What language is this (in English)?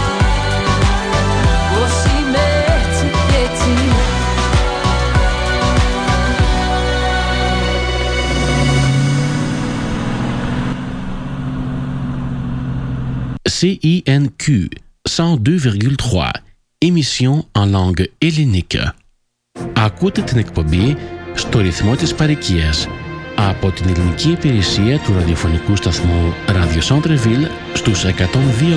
Greek